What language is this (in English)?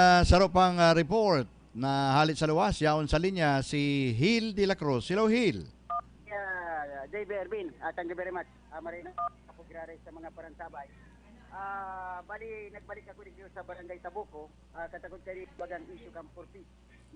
Bikol